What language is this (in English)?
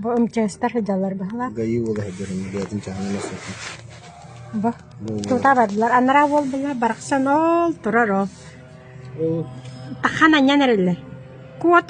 Yakut